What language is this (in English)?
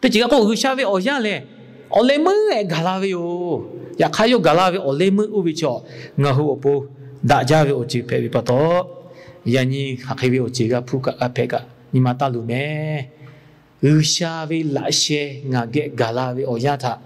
Lahu